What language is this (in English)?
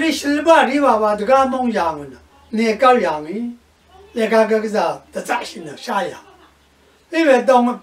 Rawang